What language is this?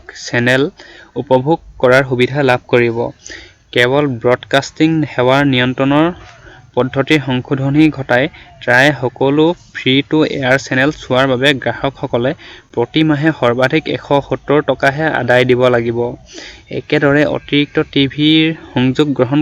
Assamese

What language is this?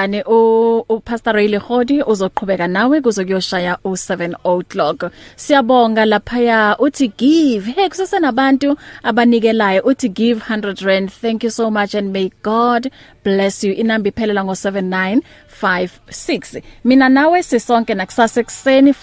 English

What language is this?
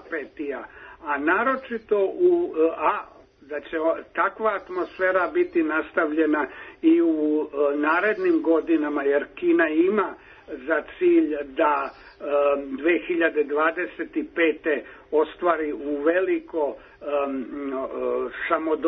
Serbian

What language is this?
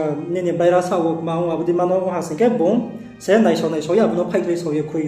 Riang (India)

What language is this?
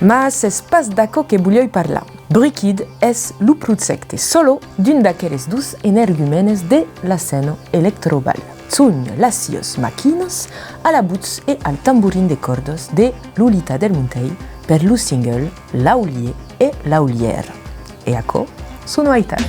Occitan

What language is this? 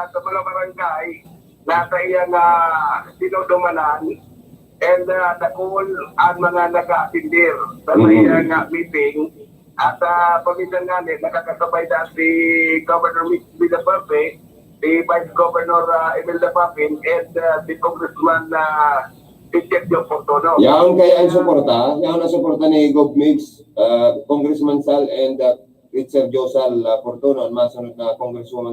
Bikol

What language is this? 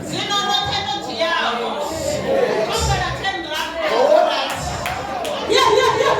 Venda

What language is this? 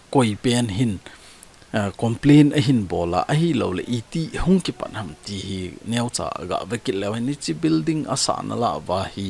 Thado Chin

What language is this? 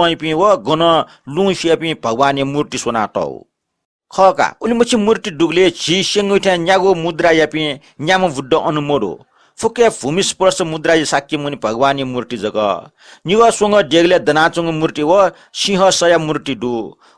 Newari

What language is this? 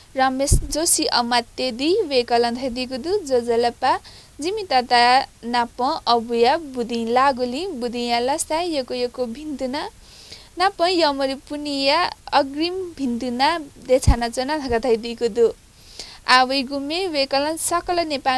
Newari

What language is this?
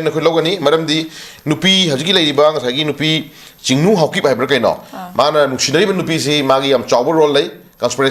Manipuri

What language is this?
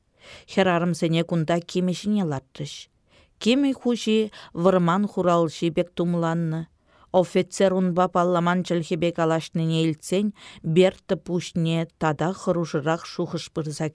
Chuvash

